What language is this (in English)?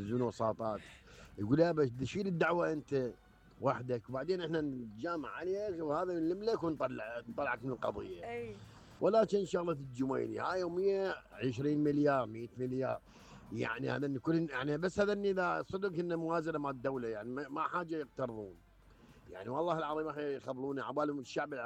Mesopotamian Arabic